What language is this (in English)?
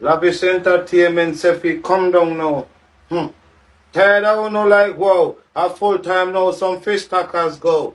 Jamaican Creole English